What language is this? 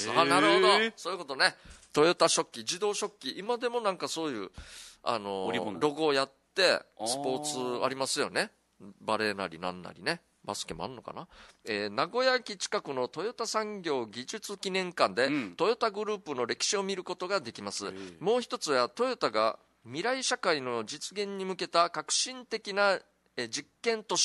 Japanese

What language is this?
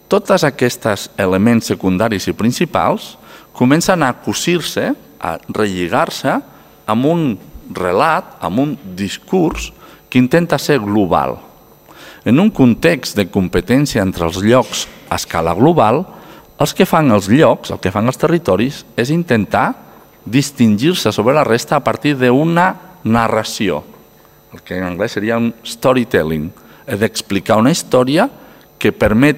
Catalan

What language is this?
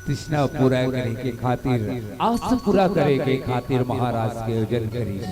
Chhattisgarhi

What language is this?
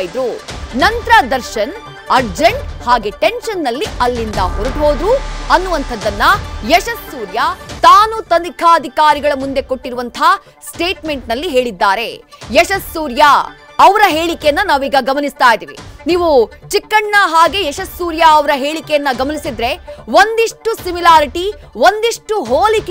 Kannada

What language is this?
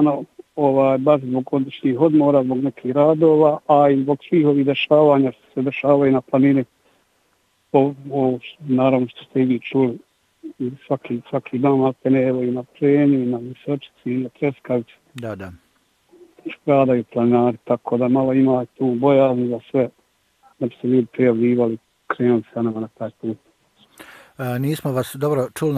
Bosnian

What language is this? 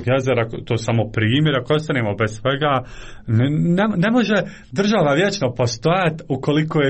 Croatian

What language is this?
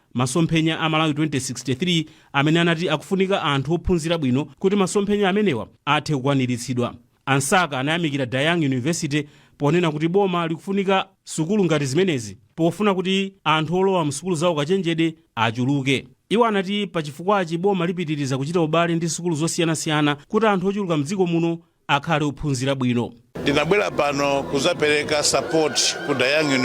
Nyanja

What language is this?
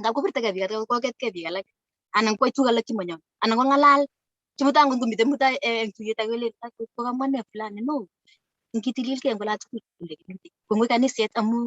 Kalenjin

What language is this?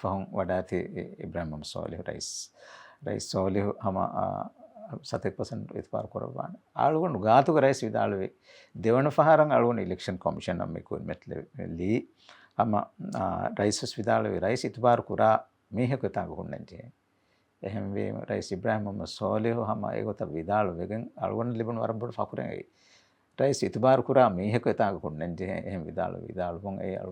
Divehi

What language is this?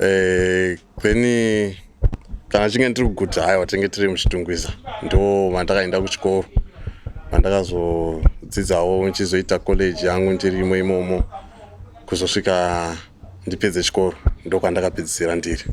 Shona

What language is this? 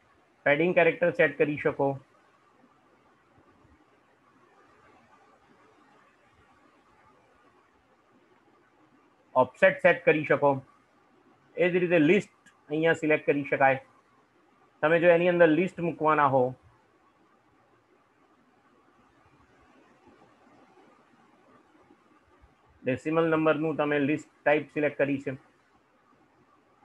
Gujarati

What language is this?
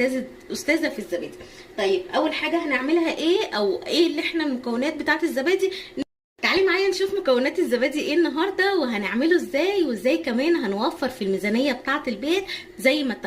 Egyptian Arabic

